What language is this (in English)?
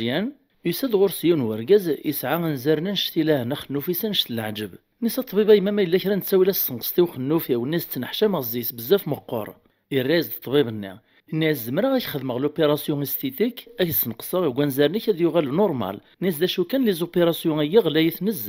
Kabyle